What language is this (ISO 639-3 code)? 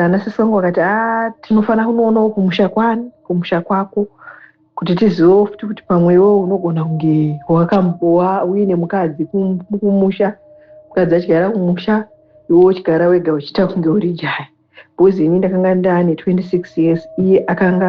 sna